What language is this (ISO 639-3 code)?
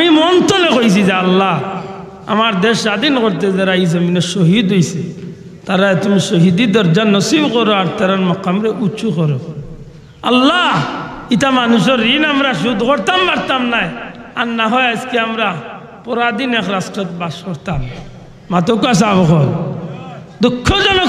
syl